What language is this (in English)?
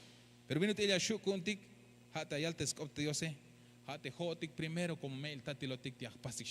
Tzeltal